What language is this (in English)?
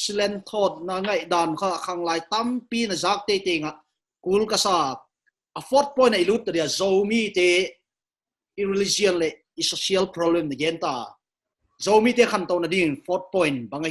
Paite Chin